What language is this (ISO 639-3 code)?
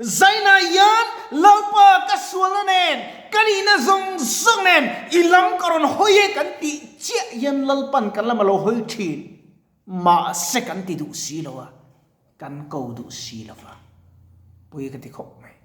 lus